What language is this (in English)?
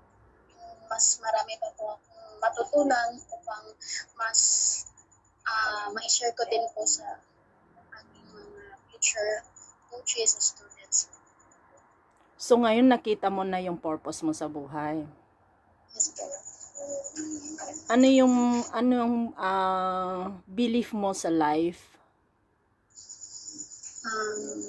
Filipino